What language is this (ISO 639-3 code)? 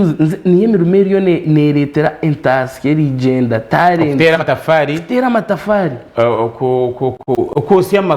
nyn